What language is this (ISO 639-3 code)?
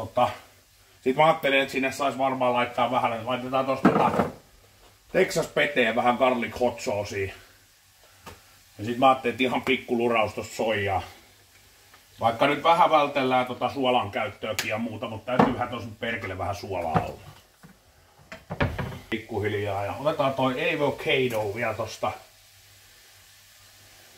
fin